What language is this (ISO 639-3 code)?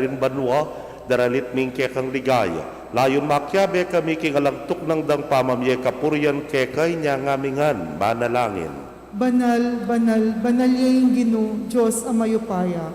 pam